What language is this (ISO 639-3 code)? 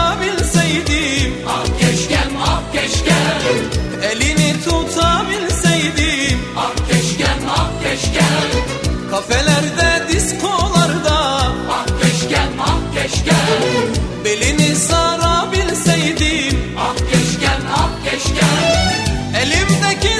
tur